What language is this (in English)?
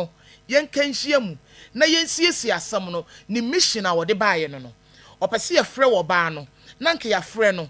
Akan